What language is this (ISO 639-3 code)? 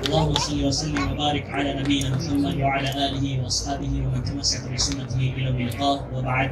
mrw